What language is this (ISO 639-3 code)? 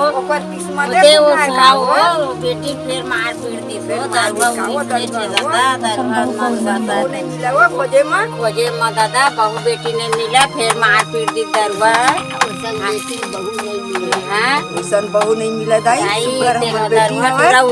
hne